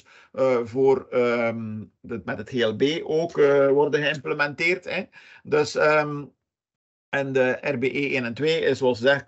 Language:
Dutch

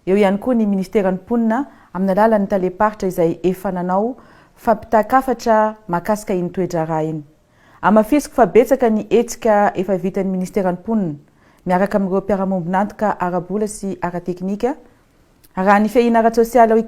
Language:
Malagasy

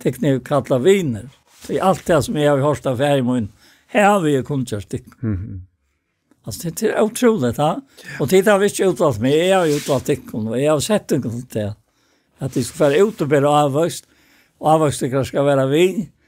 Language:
Faroese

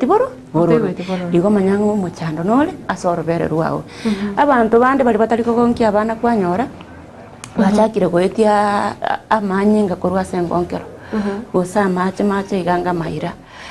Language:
Gusii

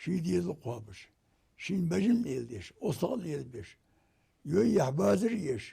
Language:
Ingush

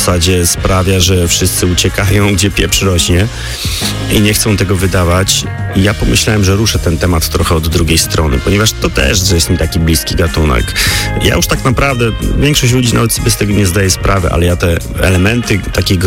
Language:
Polish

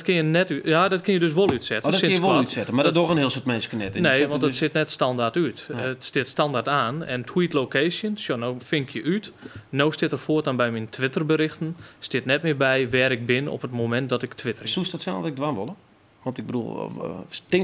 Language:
Western Frisian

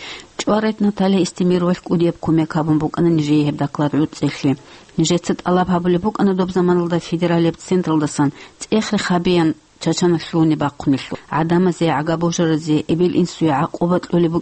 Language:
Avaric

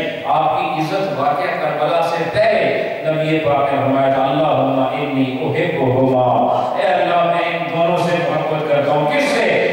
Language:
Urdu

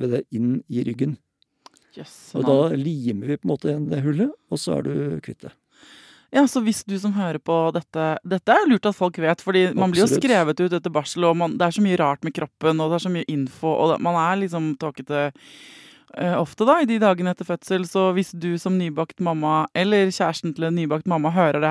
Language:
Norwegian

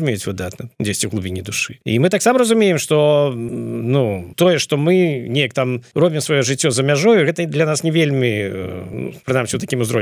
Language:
Belarusian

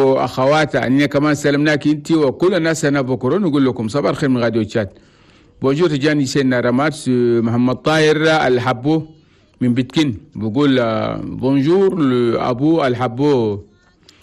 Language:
Chadian Arabic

